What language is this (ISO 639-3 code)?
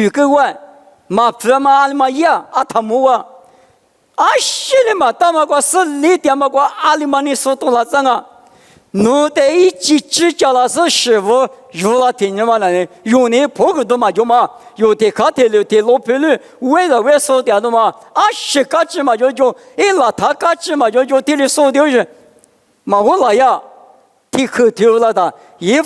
lis